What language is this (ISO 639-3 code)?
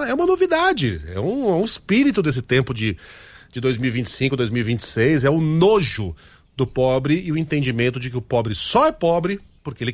por